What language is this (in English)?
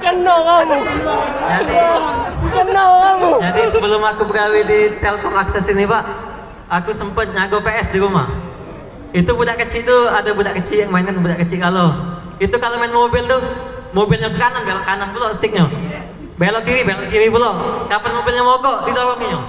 Musi